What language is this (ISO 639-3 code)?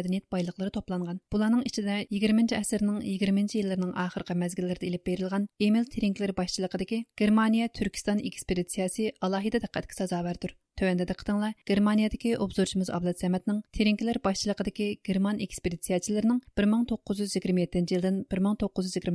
uig